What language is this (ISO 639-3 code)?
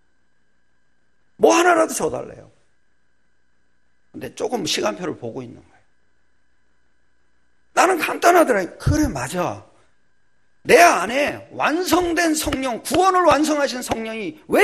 kor